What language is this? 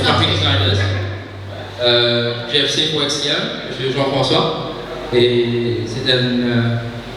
Morisyen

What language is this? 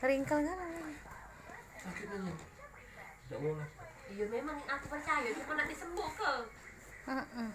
Musi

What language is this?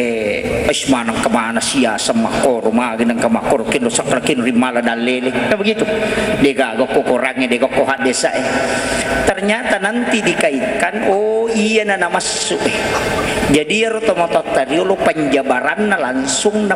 Buginese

